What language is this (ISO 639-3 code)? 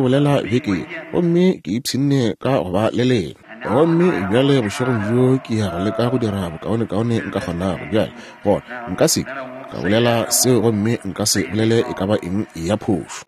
nso